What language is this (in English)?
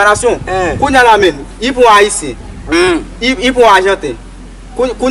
Haitian Creole